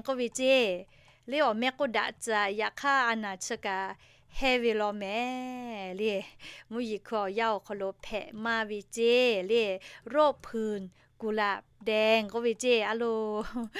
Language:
Lahu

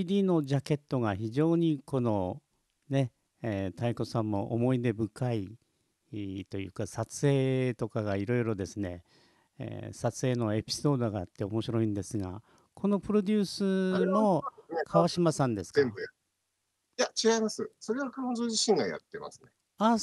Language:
Japanese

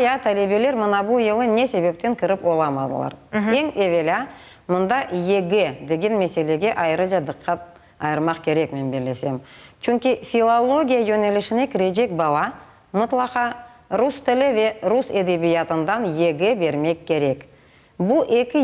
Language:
Crimean Tatar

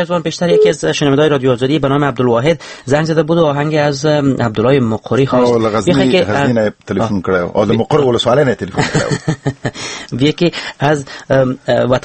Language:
Persian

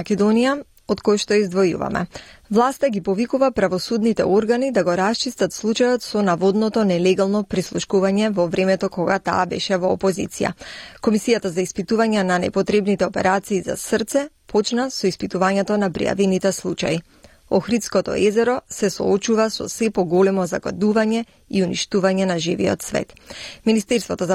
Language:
Macedonian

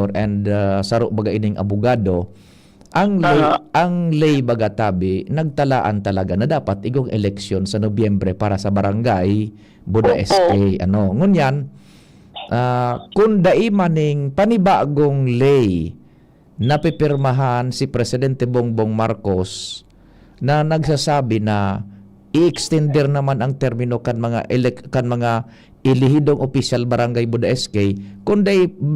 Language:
Bikol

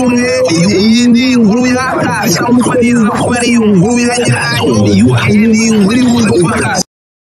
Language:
Kinyarwanda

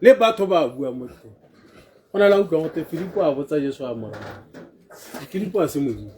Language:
Tswana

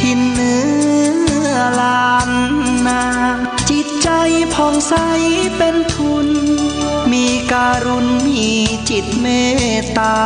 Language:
Pali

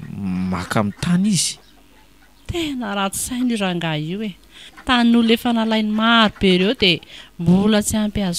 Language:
Malagasy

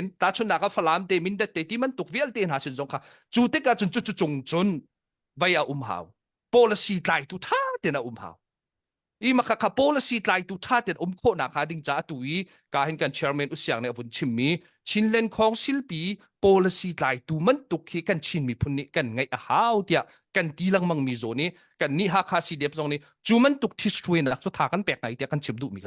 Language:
Hakha Chin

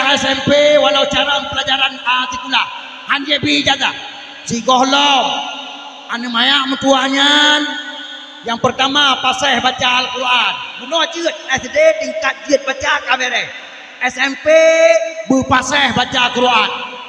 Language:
Achinese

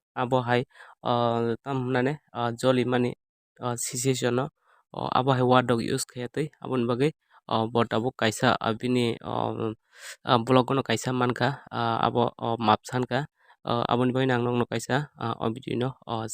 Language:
Kok Borok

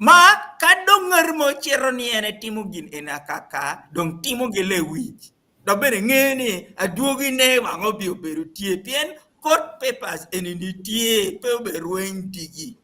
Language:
Acoli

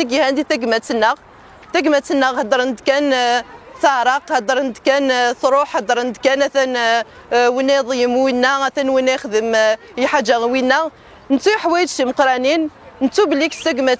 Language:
Kabyle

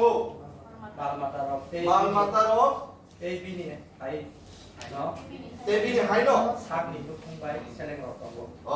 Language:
Kok Borok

